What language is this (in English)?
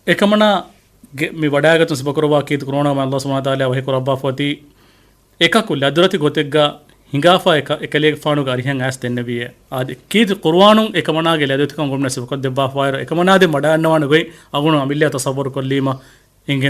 Divehi